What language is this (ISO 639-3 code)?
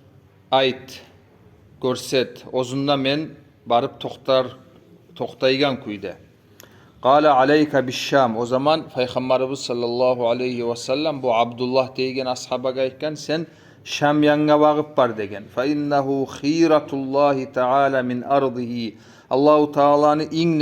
kum